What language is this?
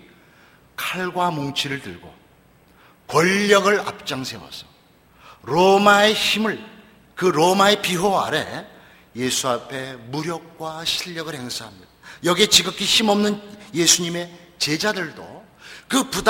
Korean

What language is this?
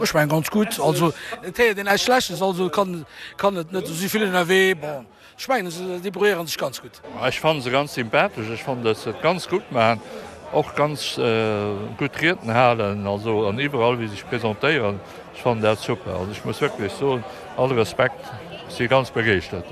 Luxembourgish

